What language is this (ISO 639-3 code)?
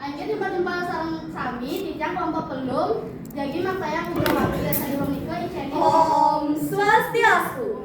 ban